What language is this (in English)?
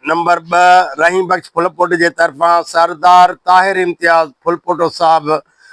Sindhi